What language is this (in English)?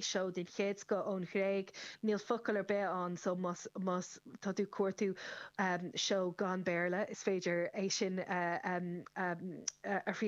Irish